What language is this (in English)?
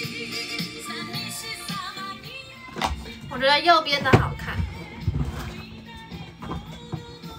Chinese